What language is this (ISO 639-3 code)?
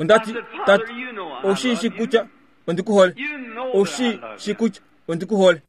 kua